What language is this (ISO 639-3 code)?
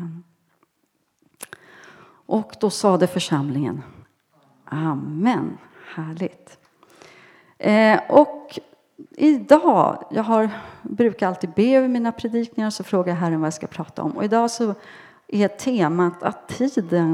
swe